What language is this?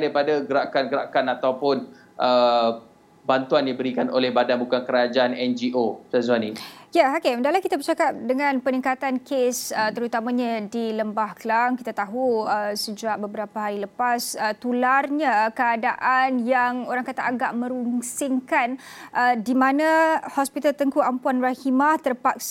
Malay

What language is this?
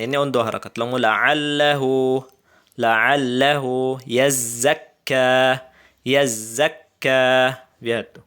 Tausug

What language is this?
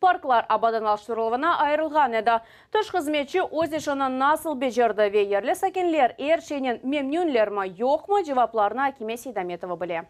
Crimean Tatar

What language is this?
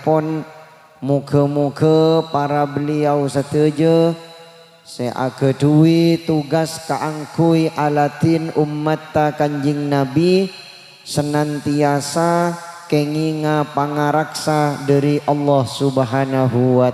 Madurese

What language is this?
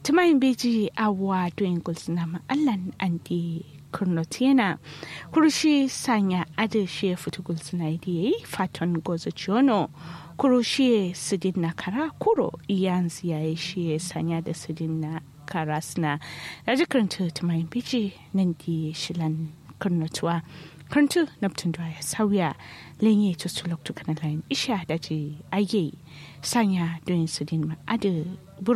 Kanuri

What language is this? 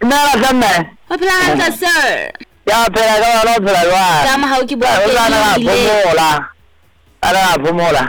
Southern Sotho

